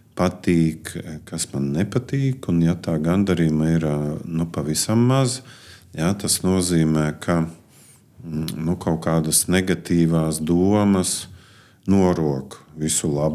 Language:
Latvian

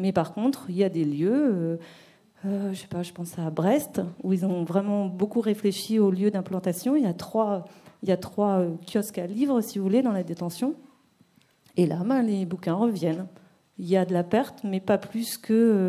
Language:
French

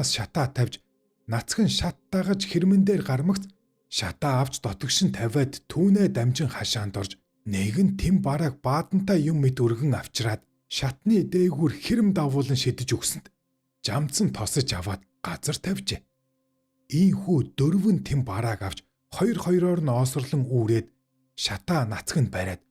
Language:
Mongolian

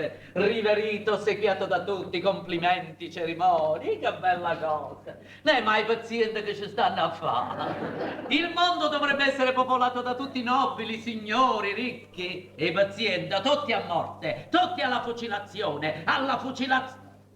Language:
Neapolitan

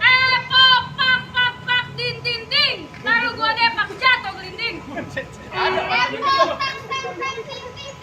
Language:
Betawi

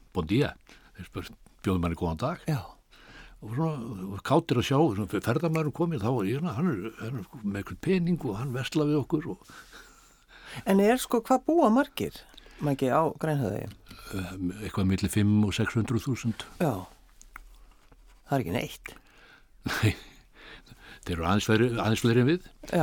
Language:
Icelandic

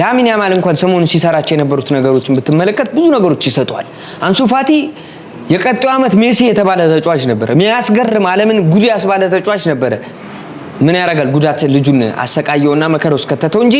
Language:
Amharic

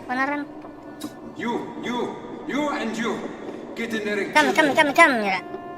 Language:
Banjar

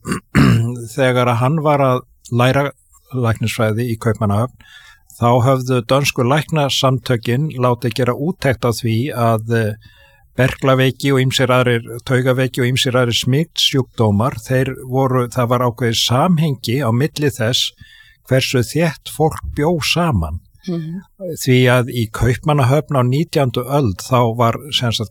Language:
Icelandic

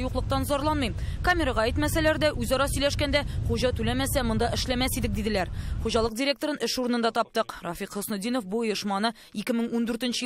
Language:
Tatar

